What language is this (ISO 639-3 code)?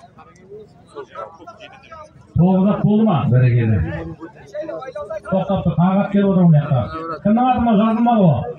kaz